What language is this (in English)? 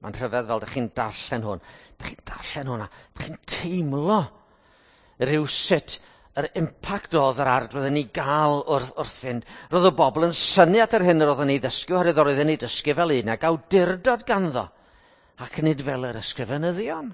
Welsh